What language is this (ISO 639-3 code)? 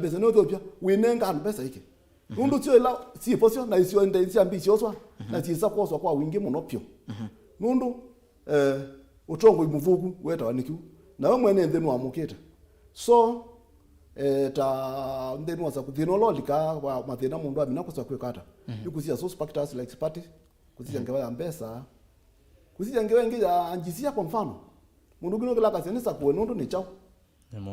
kam